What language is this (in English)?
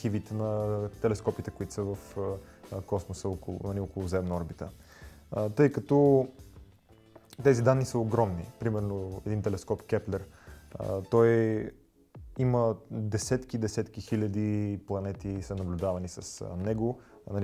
Bulgarian